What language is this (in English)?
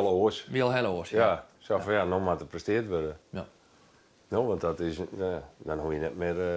Western Frisian